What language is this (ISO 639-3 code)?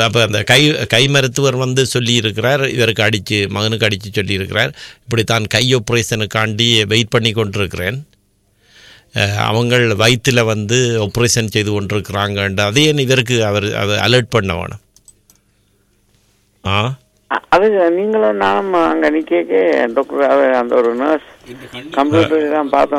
tam